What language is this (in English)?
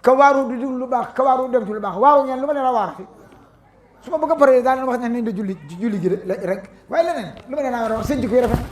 Wolof